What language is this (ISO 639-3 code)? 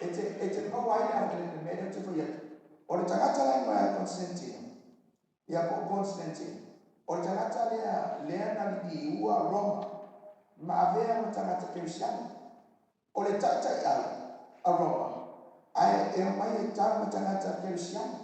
smo